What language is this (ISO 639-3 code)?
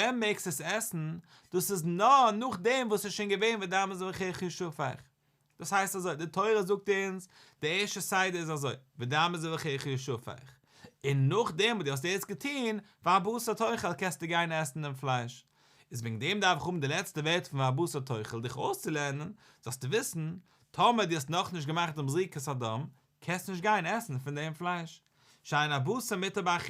yid